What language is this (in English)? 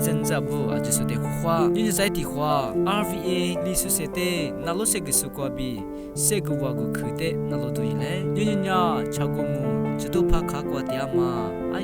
Lisu